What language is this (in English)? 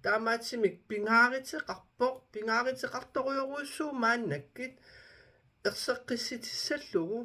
Kalaallisut